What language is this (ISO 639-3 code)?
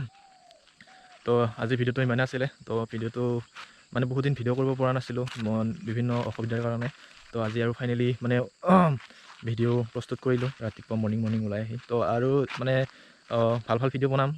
asm